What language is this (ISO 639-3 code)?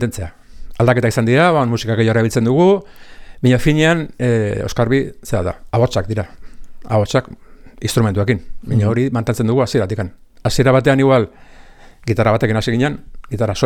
eus